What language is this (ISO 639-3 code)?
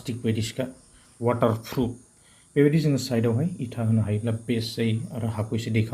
brx